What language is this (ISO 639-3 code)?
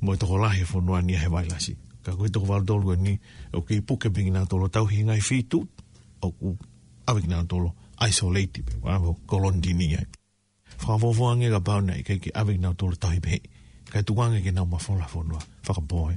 ton